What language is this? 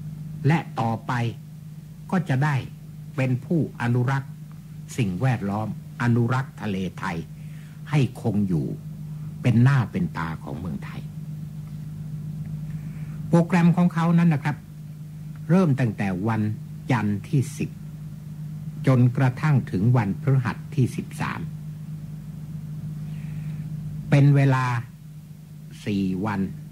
Thai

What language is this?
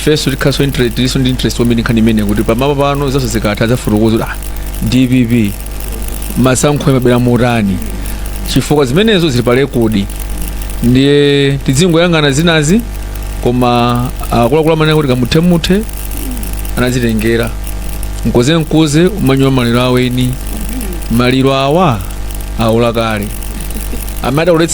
Nyanja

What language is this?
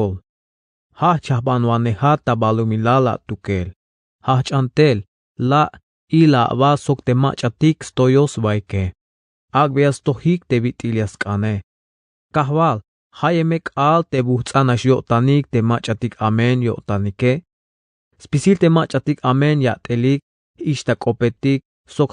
Tzeltal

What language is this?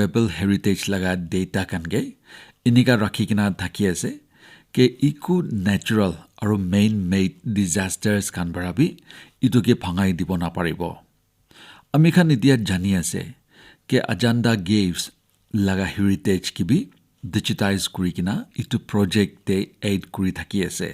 Naga Pidgin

